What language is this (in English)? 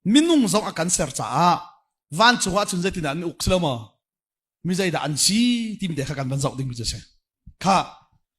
Hakha Chin